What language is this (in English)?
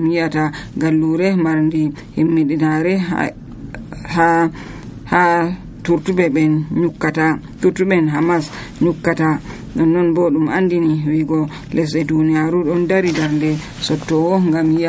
Nigerian Fulfulde